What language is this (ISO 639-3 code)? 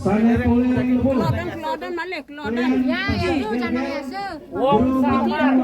ban